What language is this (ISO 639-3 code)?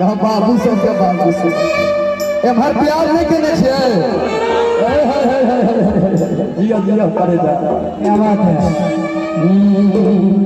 mai